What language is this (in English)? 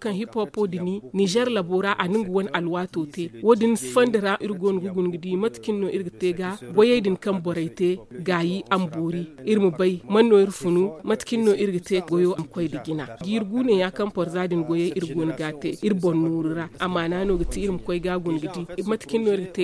Zarma